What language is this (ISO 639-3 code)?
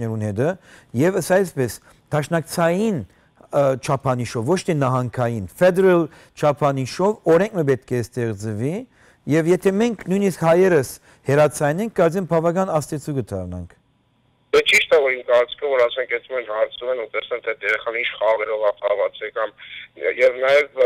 hyw